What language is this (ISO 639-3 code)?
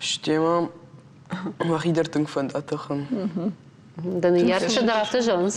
oss